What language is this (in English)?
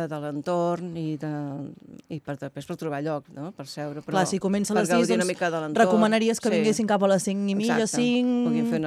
Catalan